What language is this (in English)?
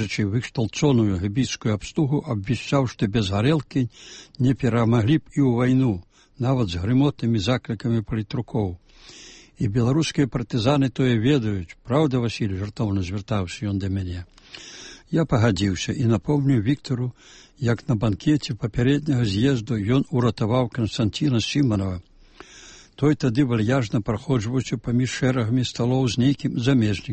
Belarusian